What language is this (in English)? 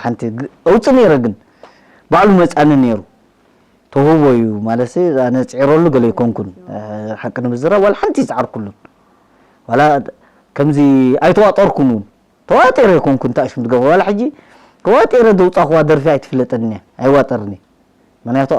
Tigrinya